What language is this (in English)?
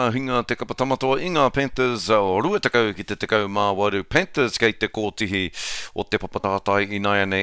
Māori